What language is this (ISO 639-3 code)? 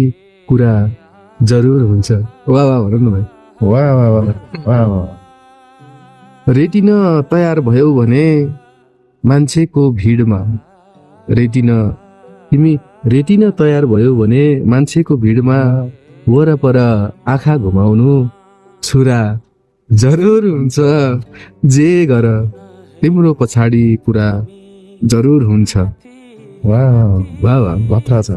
nep